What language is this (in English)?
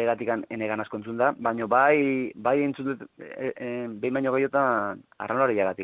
Basque